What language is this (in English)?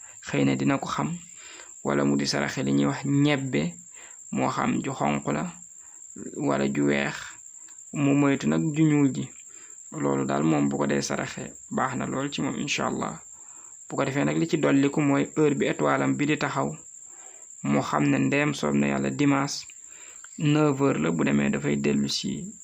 Wolof